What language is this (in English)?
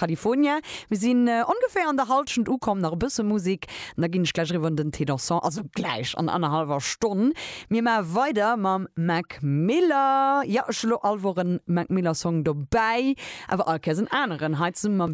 Luxembourgish